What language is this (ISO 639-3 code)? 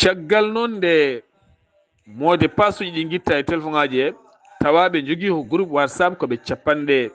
ful